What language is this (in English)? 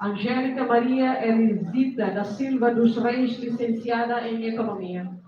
Tetum